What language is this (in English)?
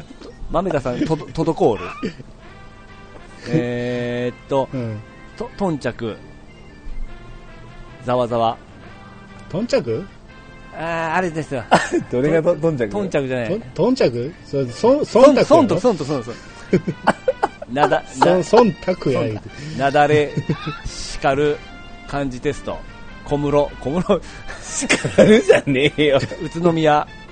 Japanese